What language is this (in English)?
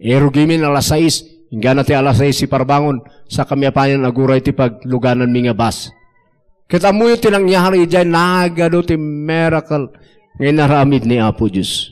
Iloko